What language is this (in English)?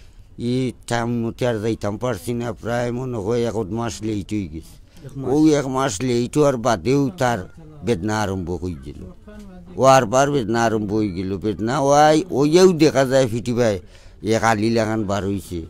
Sylheti